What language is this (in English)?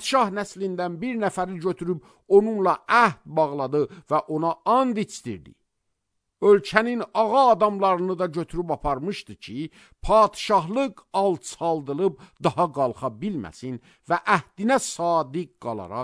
Azerbaijani